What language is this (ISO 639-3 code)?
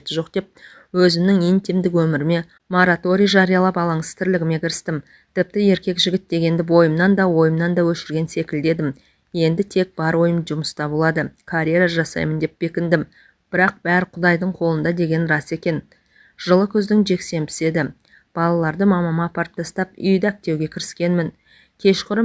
kaz